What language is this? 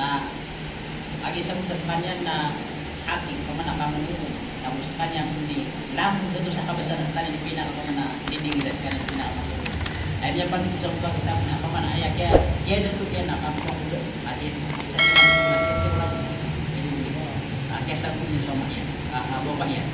Maranao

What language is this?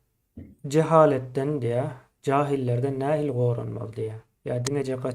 Turkmen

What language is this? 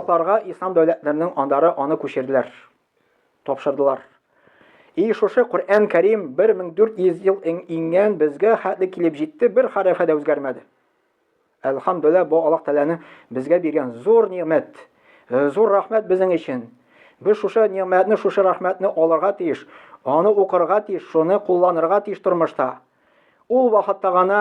Tatar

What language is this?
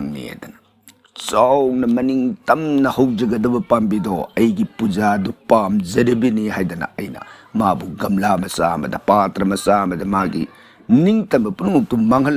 Manipuri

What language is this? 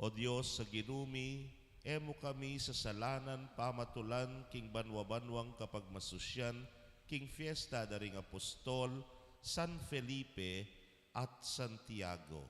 Pampanga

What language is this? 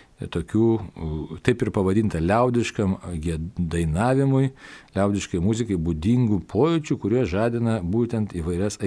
Lithuanian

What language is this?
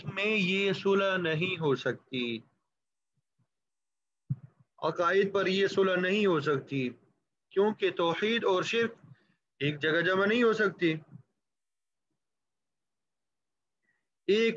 Urdu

